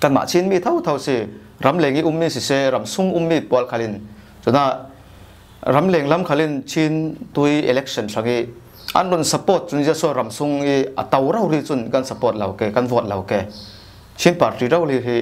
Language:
Falam Chin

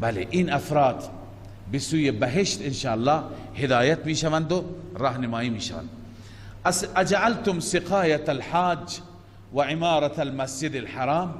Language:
Persian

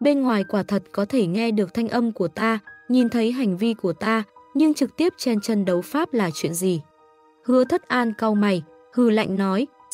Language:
Vietnamese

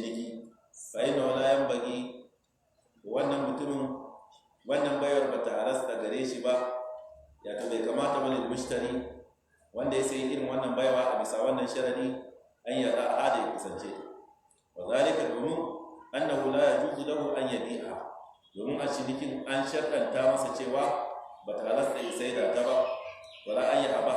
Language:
Hausa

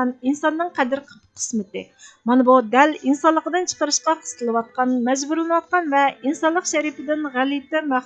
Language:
Uyghur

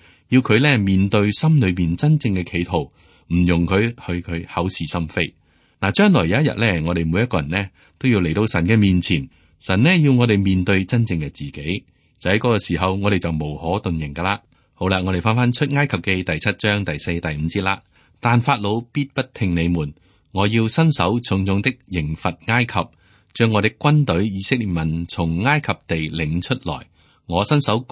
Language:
Cantonese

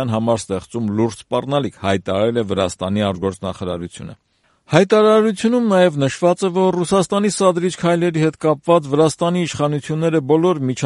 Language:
Armenian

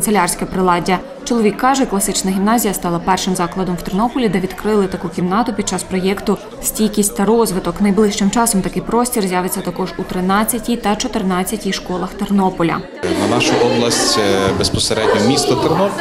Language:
Ukrainian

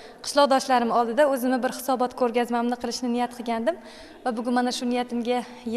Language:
Uzbek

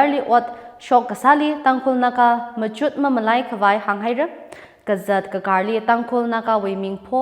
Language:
Tangkhul Naga (India)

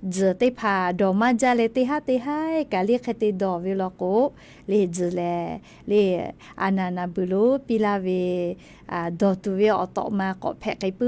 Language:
Lahu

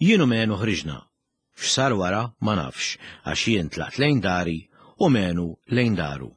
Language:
Maltese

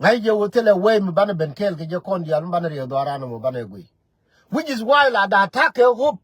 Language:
Nuer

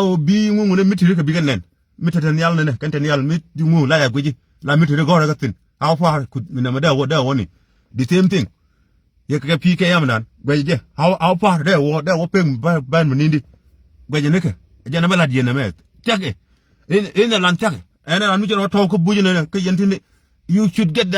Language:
Nuer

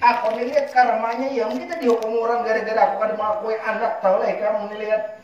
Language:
Banjar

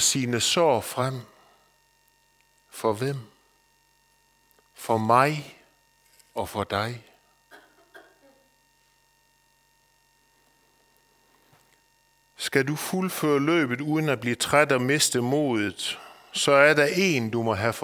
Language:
Danish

